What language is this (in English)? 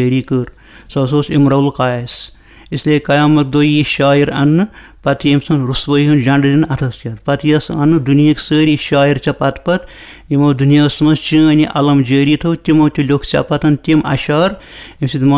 Kashmiri